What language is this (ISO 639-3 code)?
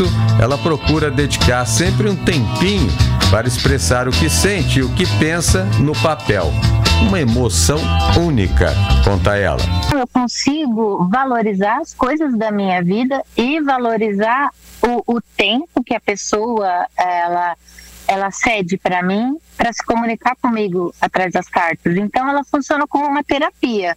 por